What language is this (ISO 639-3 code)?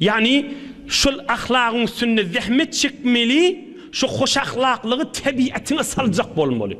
tuk